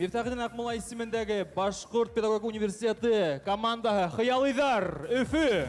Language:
Bashkir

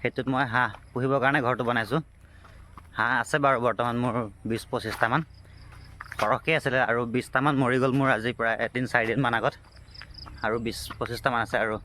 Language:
Assamese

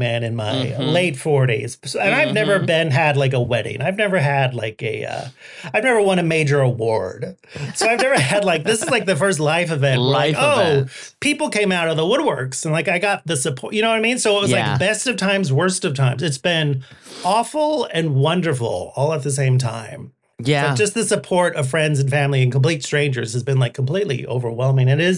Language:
English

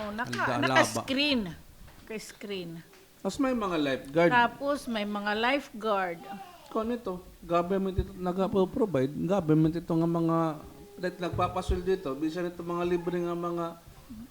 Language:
Waray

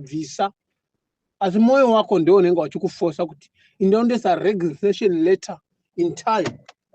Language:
Shona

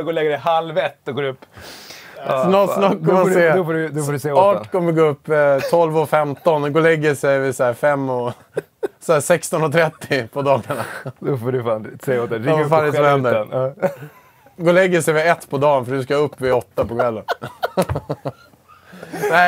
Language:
Swedish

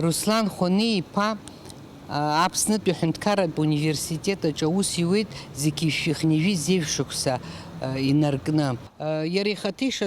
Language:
Abkhazian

